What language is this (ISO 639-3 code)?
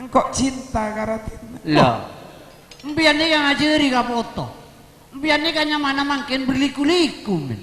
mad